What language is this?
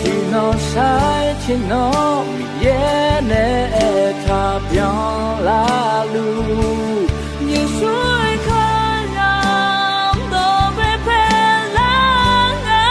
Akha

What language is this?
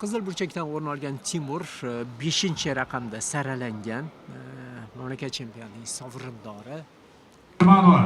Uzbek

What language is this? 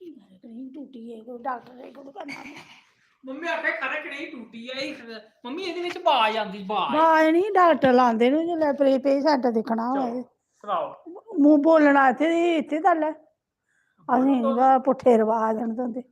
Dogri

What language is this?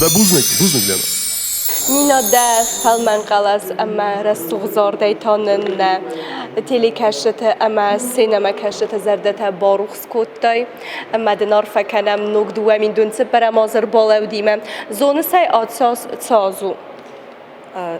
Ossetic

